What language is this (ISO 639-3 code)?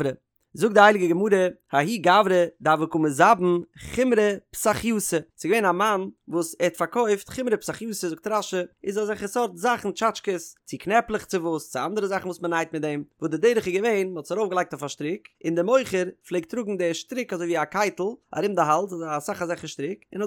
yid